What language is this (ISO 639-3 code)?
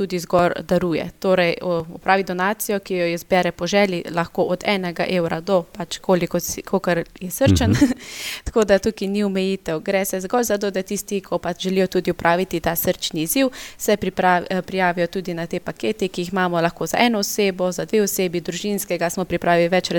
slv